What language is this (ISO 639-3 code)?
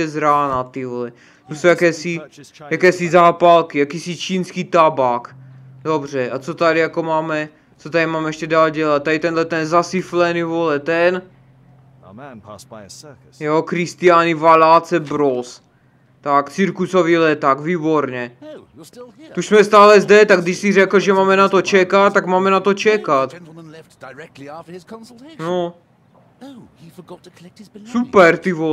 ces